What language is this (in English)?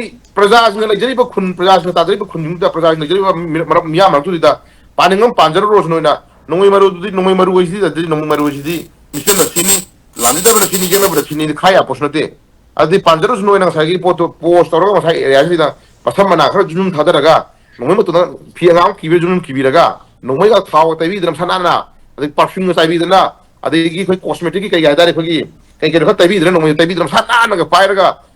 Manipuri